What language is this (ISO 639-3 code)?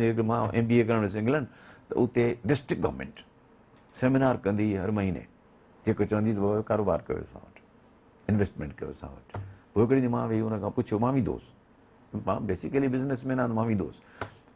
snd